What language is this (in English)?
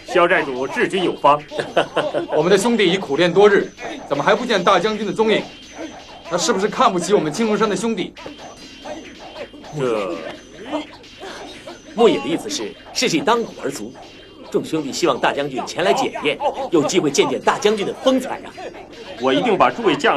Chinese